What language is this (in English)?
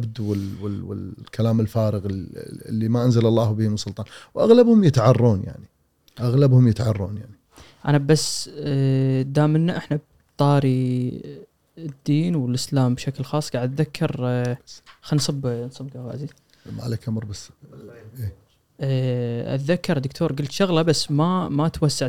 Gulf Arabic